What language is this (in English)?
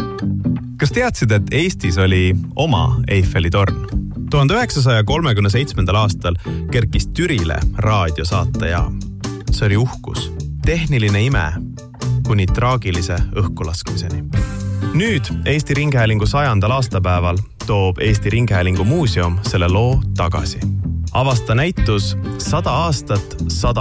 Estonian